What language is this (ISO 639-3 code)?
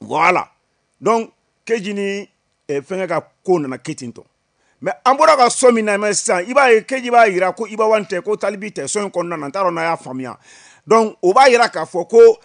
bam